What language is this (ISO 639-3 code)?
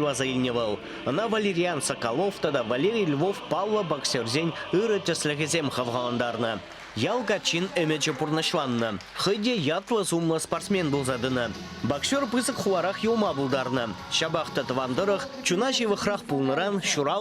chv